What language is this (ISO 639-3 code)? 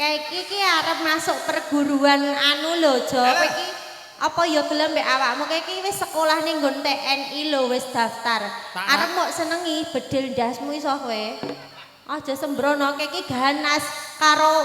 jav